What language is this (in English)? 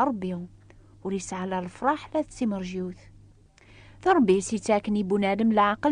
Kabyle